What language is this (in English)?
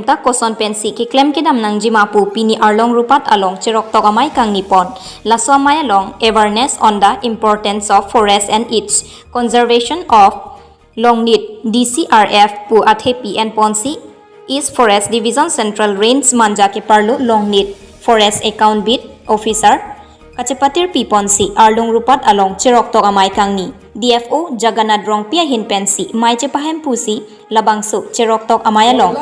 Karbi